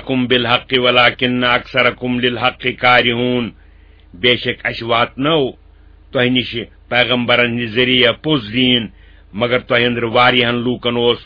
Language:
Kashmiri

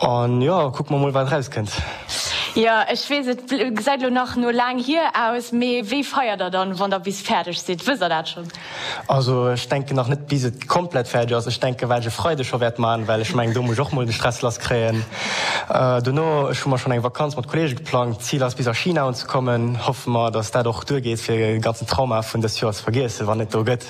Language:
Luxembourgish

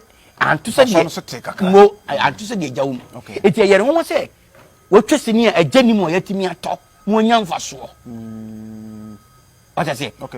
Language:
Akan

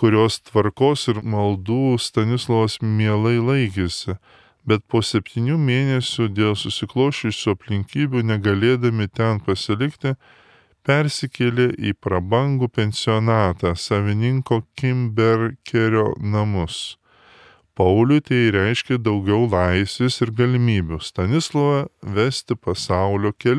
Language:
Lithuanian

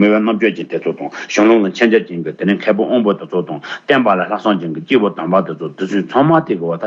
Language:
Tibetan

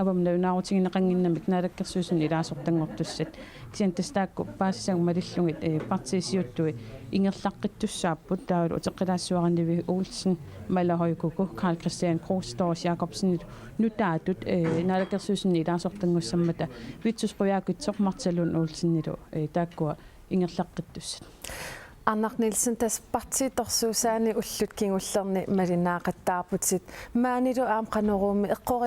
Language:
Kalaallisut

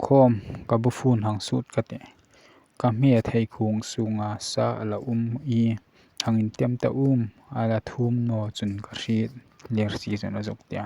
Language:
Hmar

